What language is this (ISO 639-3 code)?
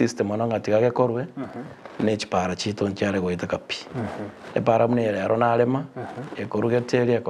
guz